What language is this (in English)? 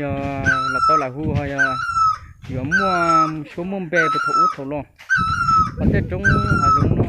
Hmong